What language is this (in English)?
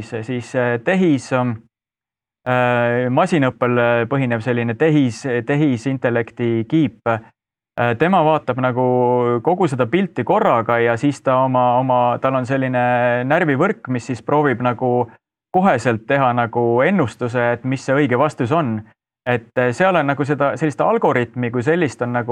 Estonian